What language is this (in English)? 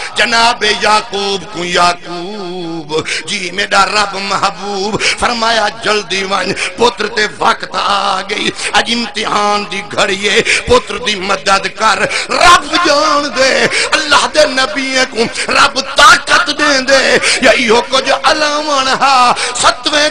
Saraiki